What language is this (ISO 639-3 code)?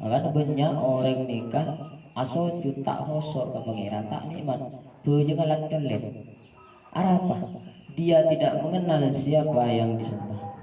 mad